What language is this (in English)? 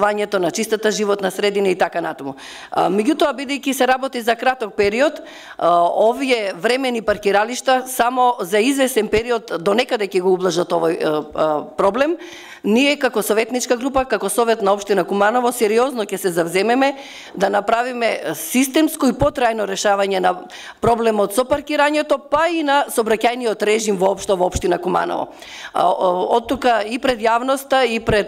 Macedonian